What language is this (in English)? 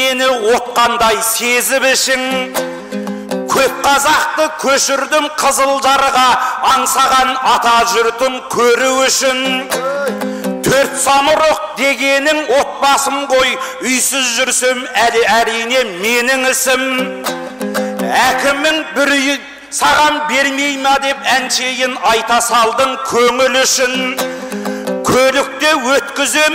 Kazakh